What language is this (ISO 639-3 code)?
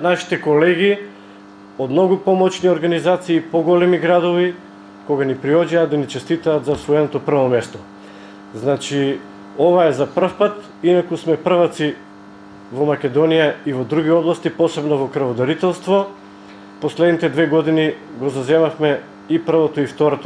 mkd